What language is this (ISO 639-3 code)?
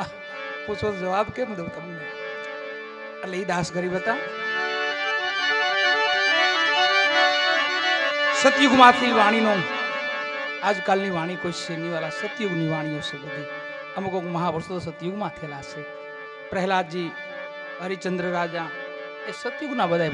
guj